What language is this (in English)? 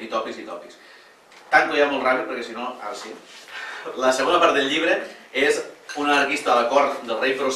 Catalan